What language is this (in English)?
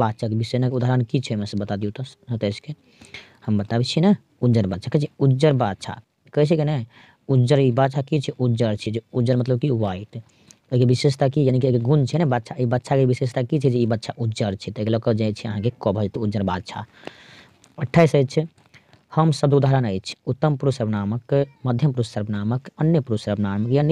Maithili